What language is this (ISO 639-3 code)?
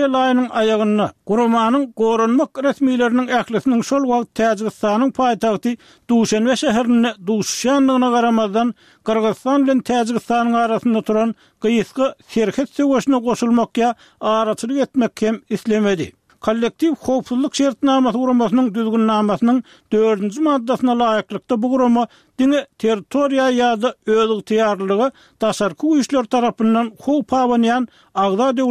tuk